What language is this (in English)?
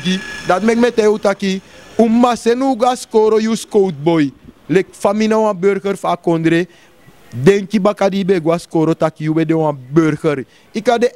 Sranan Tongo